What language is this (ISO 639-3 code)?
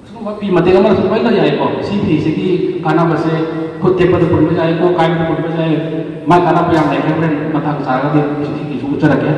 mni